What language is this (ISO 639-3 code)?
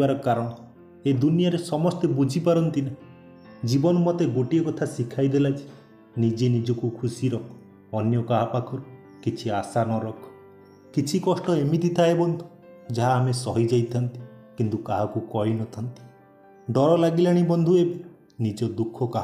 ori